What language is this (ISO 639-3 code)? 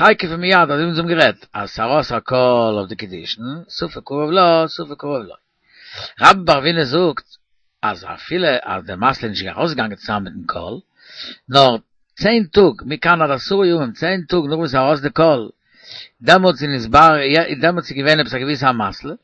yid